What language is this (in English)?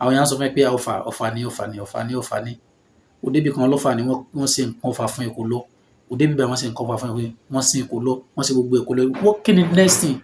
Yoruba